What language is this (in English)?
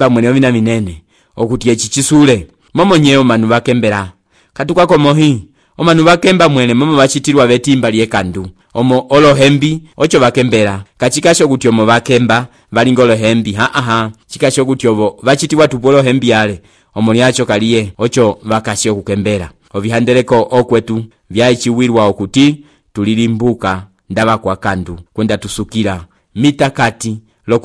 Umbundu